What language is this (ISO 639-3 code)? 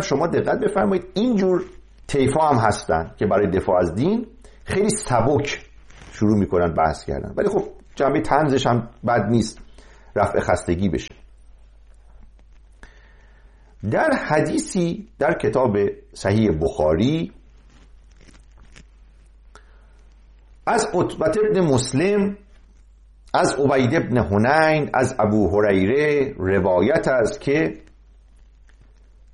fas